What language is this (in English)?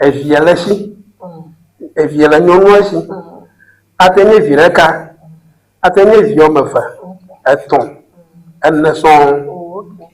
Ewe